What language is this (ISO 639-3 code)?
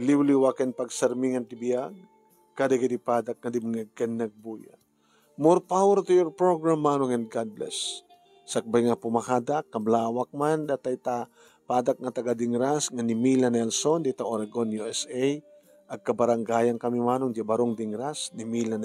ilo